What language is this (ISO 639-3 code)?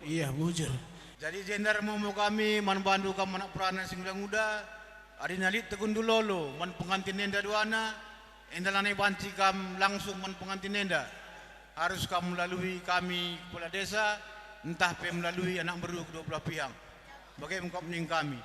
btx